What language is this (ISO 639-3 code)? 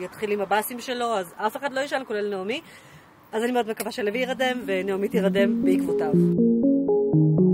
heb